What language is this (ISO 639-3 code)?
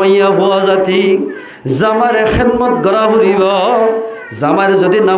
rhg